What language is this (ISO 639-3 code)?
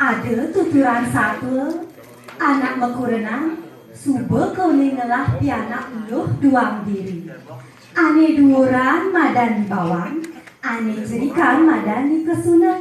ban